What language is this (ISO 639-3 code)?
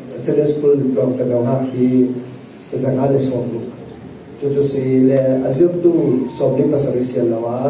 cfm